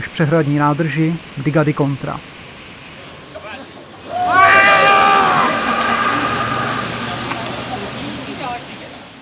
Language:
Czech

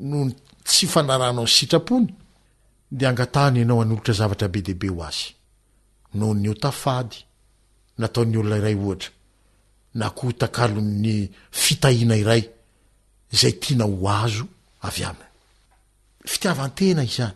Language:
Malagasy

